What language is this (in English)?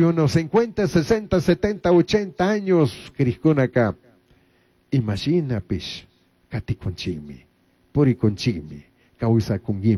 Chimborazo Highland Quichua